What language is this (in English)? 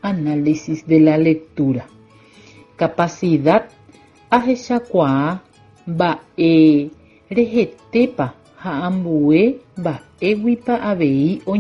Guarani